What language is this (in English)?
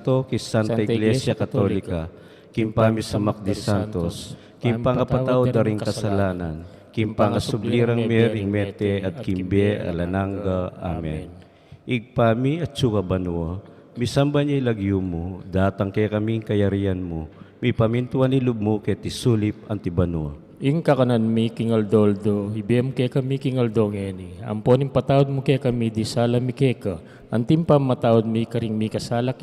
Pampanga